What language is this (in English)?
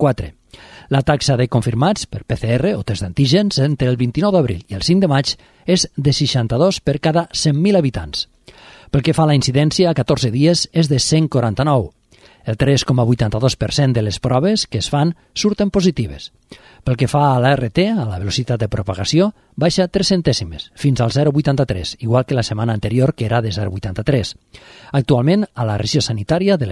Catalan